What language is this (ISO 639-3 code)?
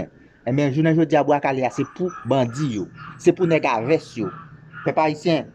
hat